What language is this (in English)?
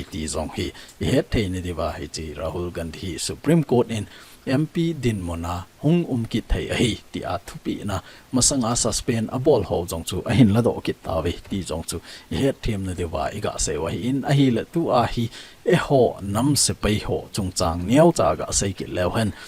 Thado Chin